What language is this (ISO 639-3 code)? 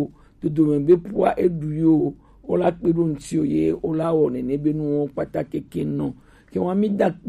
gej